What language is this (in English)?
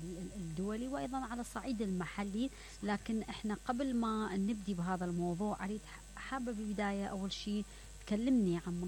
Mesopotamian Arabic